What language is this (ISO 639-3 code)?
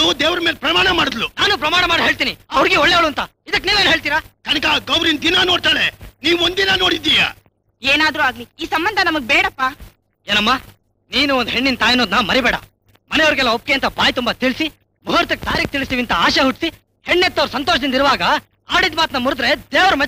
kan